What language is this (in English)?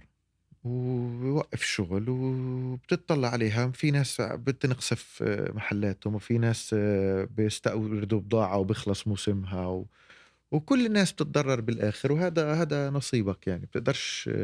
North Levantine Arabic